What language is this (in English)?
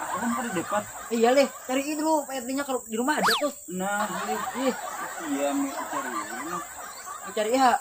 Banjar